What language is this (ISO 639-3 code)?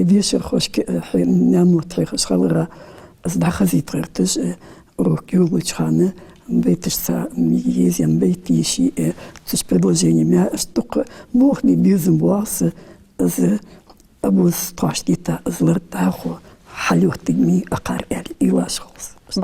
inh